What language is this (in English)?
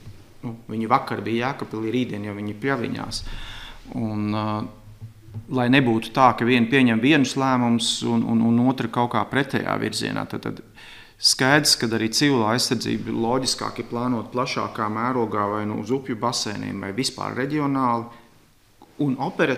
Latvian